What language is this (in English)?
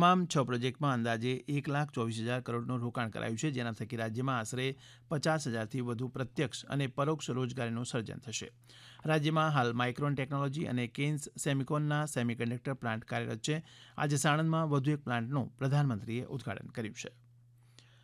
Gujarati